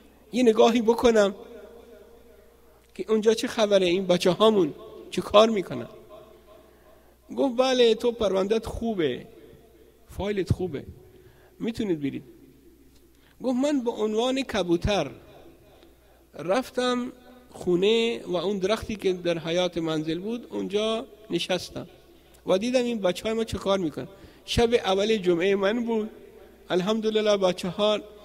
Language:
Persian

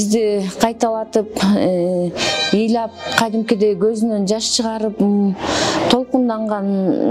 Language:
Kyrgyz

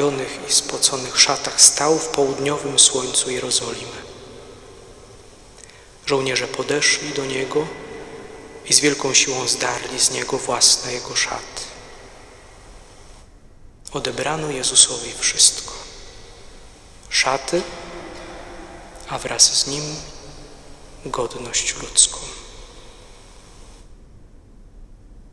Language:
Polish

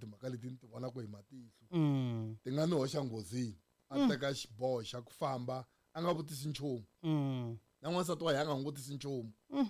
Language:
Tsonga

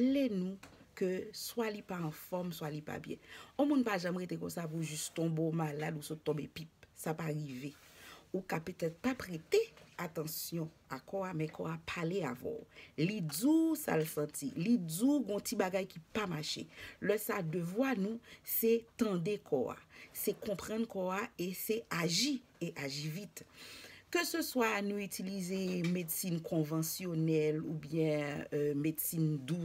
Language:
Haitian Creole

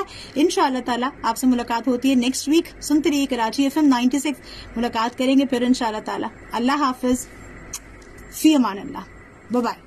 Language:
Urdu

